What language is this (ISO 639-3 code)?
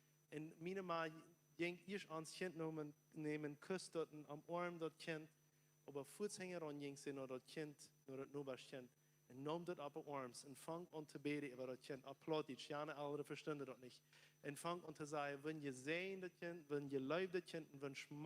pdt